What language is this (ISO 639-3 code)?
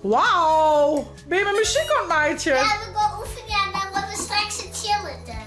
fry